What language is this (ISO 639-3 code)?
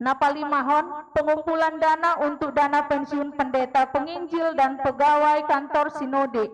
bts